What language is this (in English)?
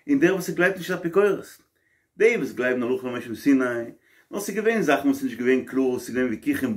Yiddish